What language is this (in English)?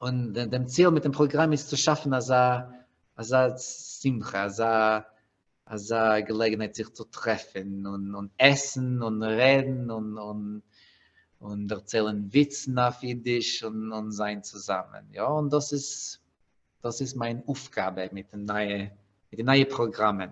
Yiddish